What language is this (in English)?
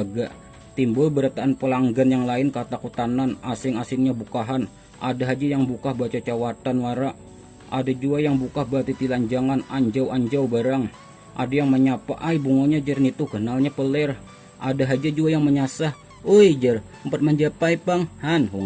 Banjar